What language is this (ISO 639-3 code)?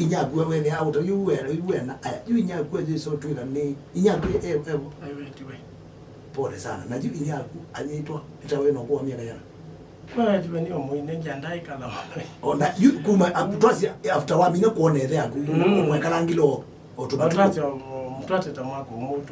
kam